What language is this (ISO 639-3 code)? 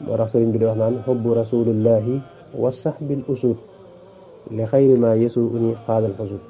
wol